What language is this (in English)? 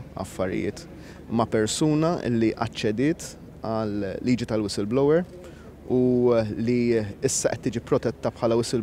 Maltese